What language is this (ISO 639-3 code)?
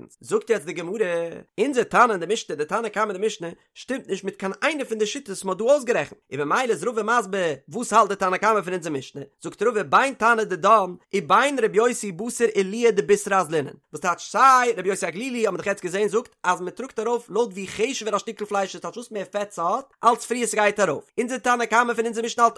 yid